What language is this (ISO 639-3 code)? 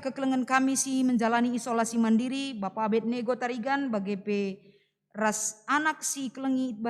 btx